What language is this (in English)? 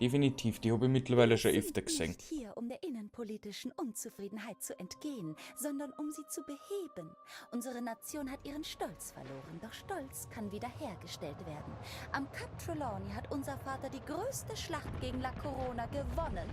Bavarian